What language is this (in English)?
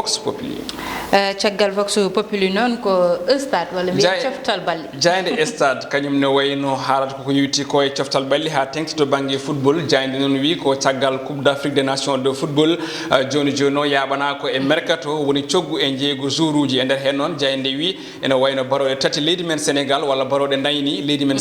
Fula